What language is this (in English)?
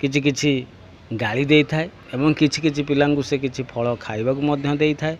Odia